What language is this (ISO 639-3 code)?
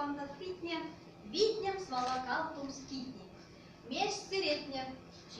myv